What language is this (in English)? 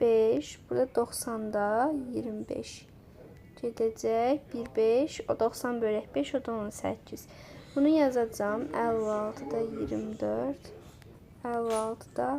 Azerbaijani